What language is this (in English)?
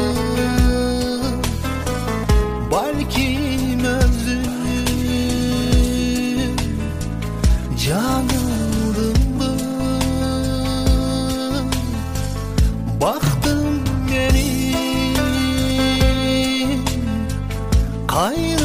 Kyrgyz